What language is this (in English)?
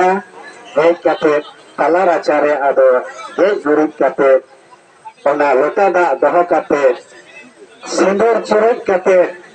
Santali